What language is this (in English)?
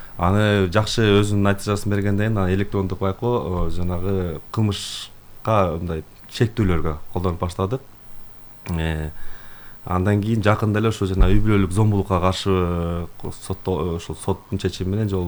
Kyrgyz